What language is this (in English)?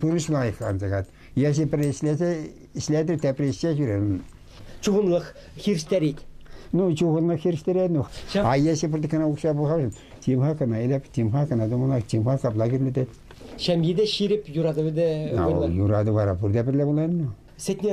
Chuvash